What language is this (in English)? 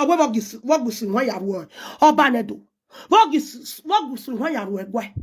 Nigerian Pidgin